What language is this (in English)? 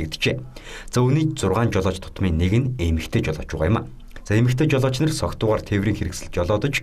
Mongolian